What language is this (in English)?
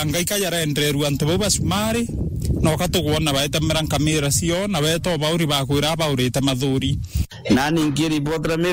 Meru